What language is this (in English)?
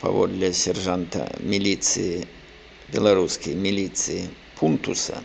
Belarusian